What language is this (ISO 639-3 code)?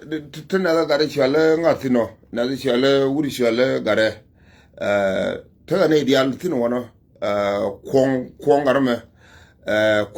nus